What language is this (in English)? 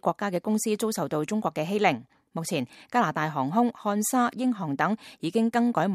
Cantonese